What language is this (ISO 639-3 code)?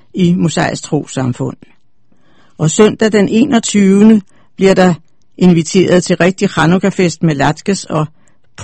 dan